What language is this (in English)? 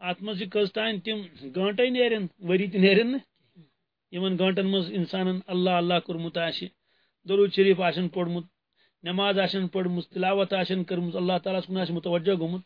Kashmiri